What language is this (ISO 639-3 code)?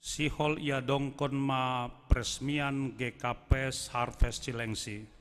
bts